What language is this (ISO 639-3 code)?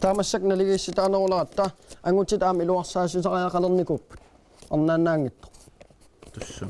kal